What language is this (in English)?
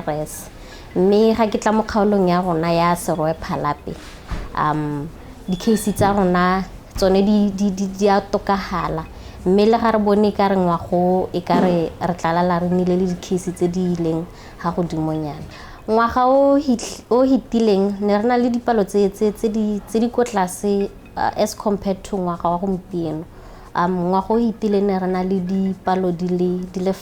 Tswana